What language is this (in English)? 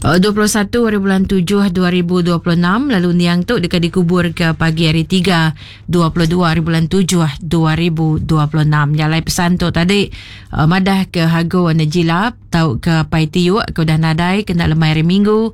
Iban